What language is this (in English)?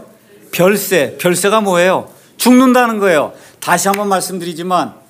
Korean